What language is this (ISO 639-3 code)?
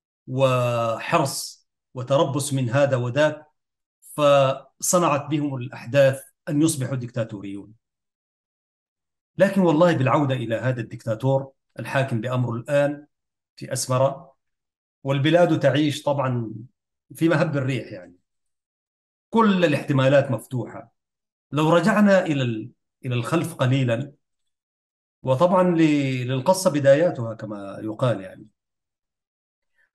ara